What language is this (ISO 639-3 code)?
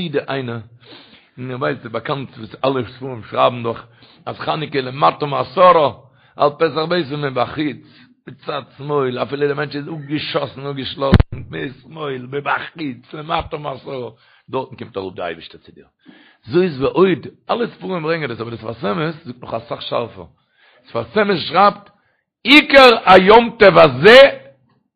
yid